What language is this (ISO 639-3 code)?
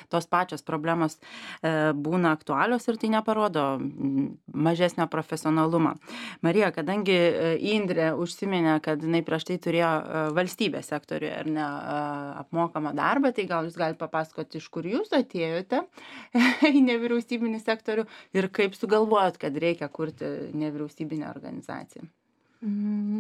lit